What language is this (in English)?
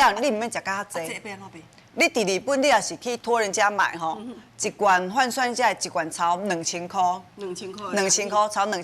Min Nan Chinese